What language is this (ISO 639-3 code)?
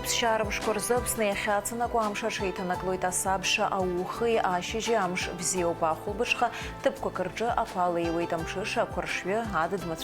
abk